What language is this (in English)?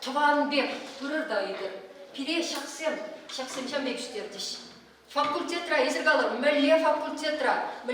Chuvash